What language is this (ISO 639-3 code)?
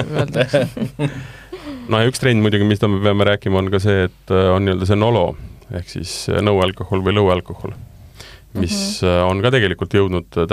est